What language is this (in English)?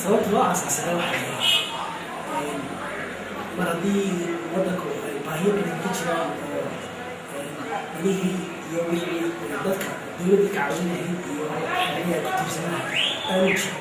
Somali